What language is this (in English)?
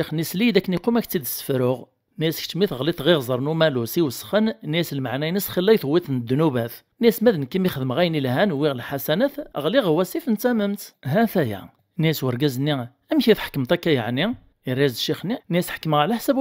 Kabyle